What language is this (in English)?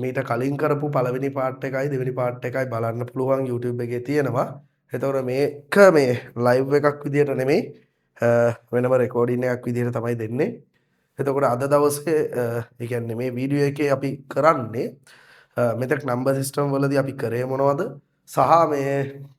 Sinhala